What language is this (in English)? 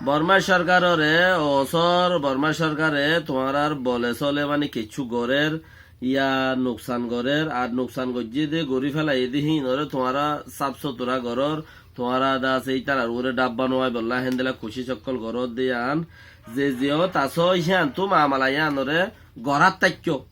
Rohingya